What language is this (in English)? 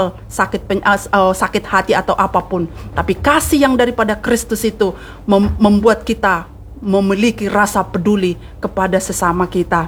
Indonesian